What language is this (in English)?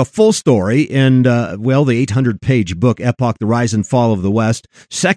English